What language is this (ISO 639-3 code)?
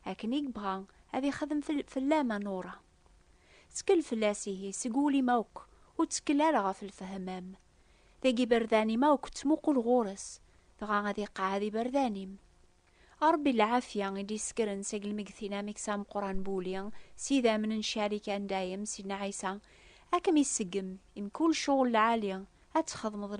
kab